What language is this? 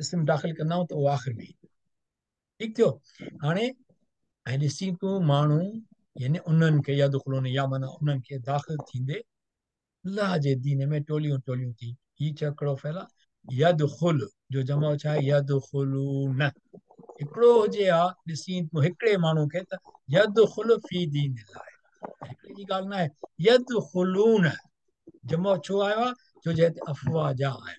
Sindhi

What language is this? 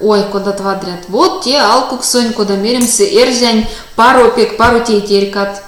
Erzya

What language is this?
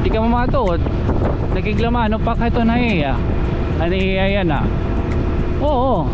Waray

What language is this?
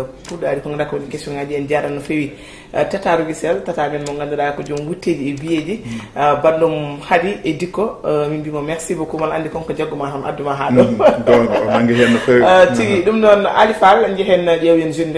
Fula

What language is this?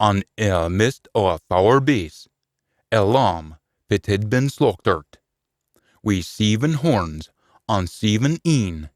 Scots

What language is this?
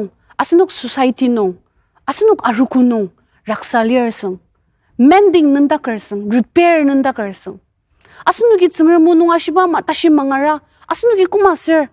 Ao Naga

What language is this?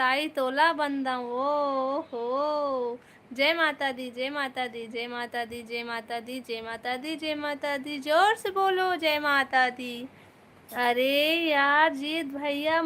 Chhattisgarhi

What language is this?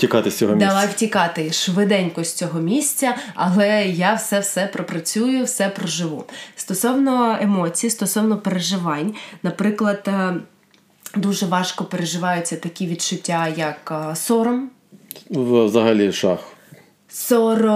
Ukrainian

